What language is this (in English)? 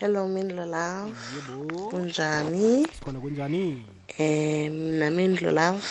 South Ndebele